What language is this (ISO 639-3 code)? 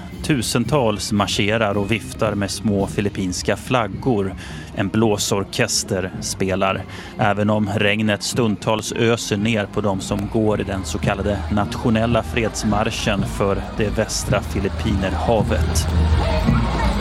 swe